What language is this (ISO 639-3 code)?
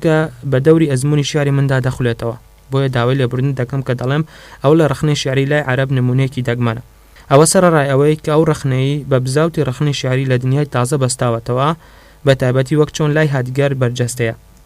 ckb